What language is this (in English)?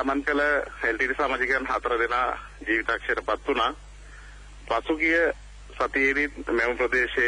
Sinhala